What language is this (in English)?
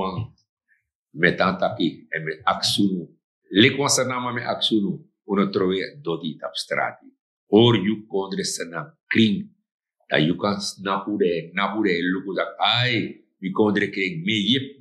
Sranan Tongo